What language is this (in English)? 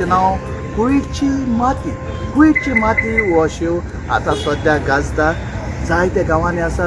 Konkani